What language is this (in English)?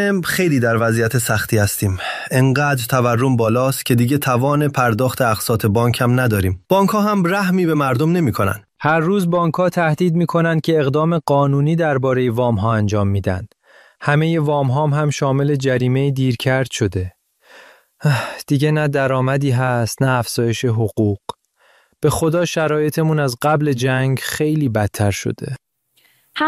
Persian